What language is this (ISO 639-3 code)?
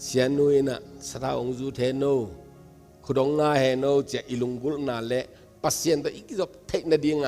ctd